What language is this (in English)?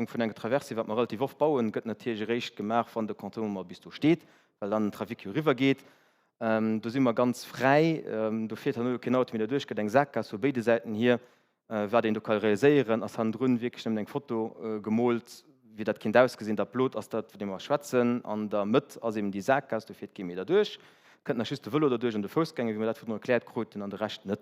Luxembourgish